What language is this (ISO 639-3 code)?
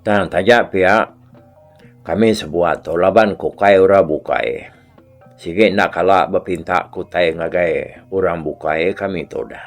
iba